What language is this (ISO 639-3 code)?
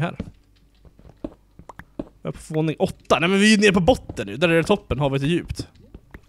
swe